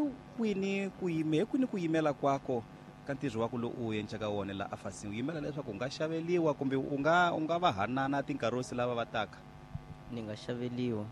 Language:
Tsonga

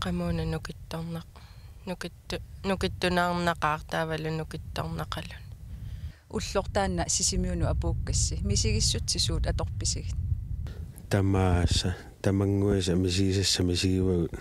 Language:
Kalaallisut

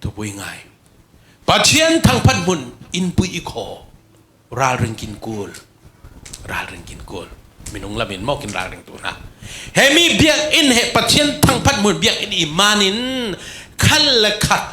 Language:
Falam Chin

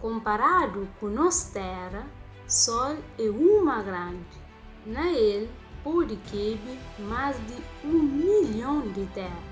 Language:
Kabuverdianu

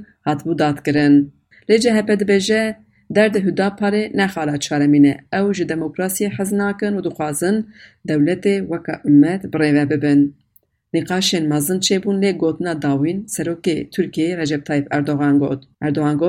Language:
Kurdish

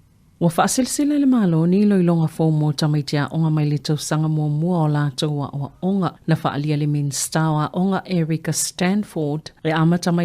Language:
Samoan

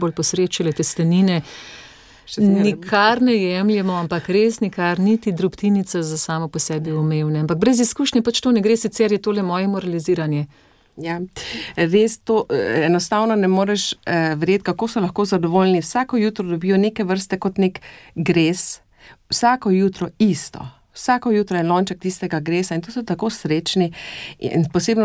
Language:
Slovenian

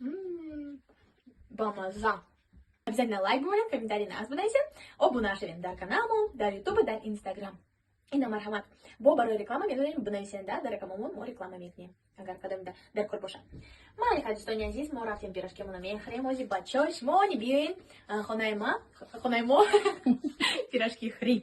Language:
Tajik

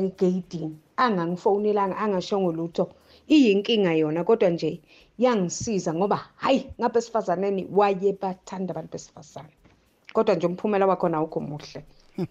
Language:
South Ndebele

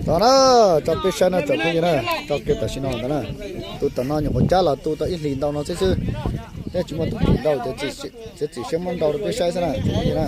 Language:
Hmong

